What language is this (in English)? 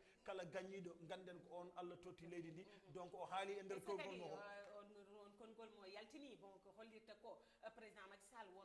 Fula